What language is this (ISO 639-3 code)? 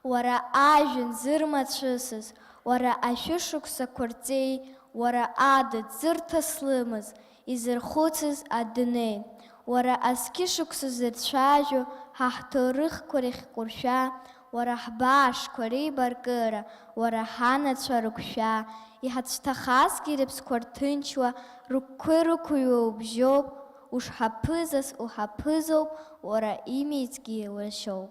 abk